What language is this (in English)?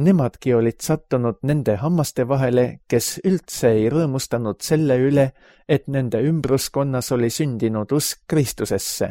Estonian